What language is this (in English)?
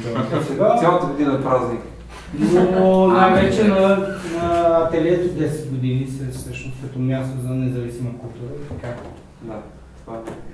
Bulgarian